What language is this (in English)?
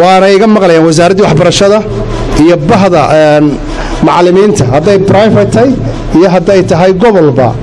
Somali